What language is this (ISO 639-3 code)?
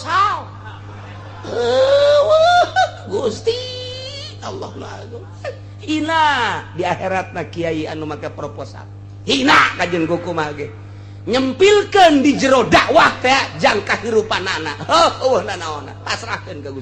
sun